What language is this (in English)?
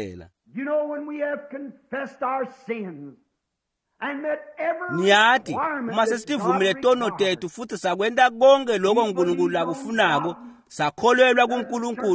Swati